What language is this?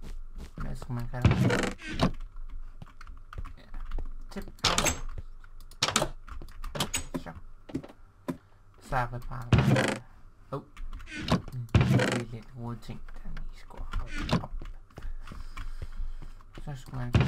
Danish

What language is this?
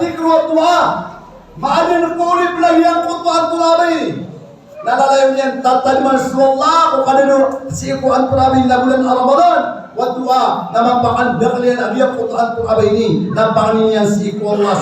Maranao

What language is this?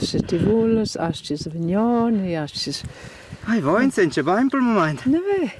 Romansh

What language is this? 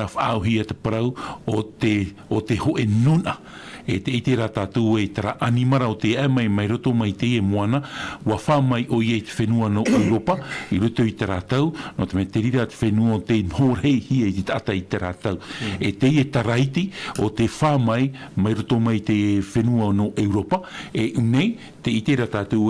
Tahitian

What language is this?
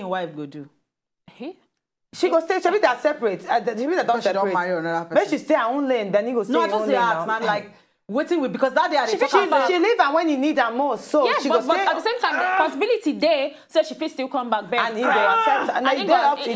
Nigerian Pidgin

